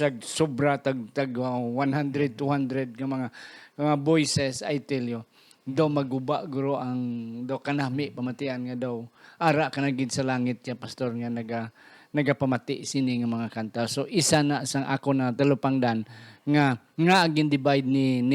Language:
Hiligaynon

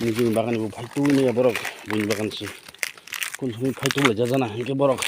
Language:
Kok Borok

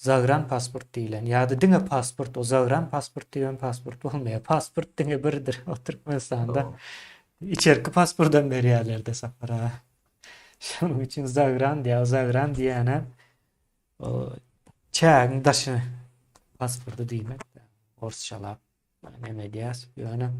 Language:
Turkmen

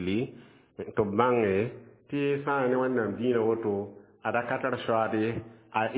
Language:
Mossi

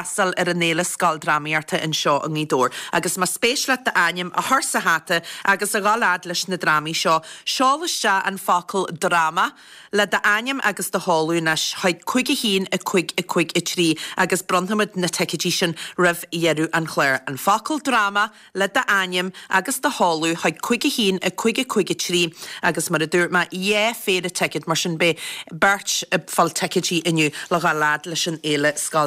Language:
Irish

